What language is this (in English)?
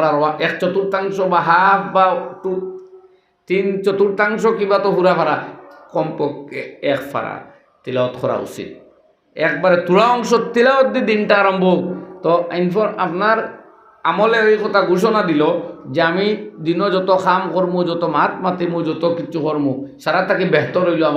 Sylheti